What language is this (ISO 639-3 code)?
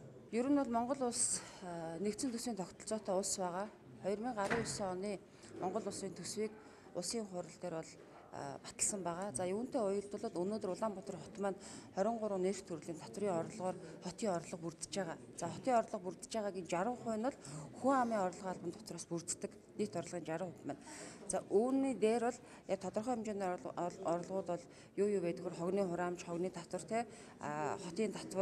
mon